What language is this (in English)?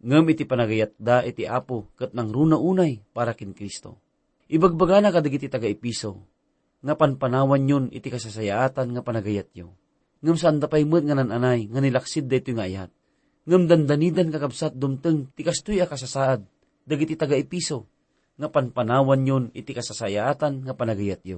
Iloko